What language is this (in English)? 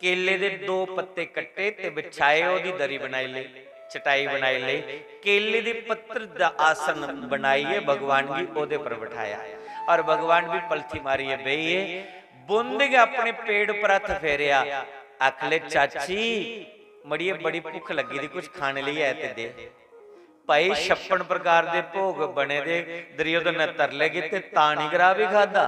Dogri